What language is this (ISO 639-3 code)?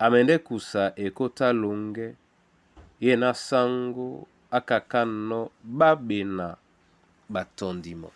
dua